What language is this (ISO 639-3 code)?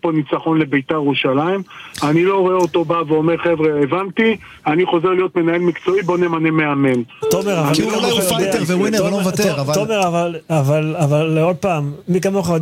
heb